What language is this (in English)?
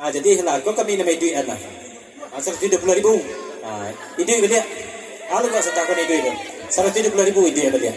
Minangkabau